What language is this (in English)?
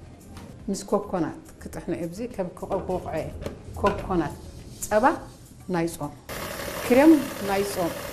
Tigrinya